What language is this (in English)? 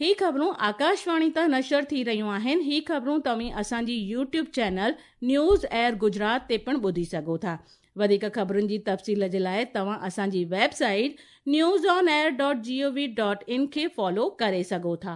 Sindhi